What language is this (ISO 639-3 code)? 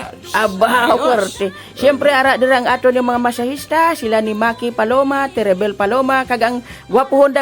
hil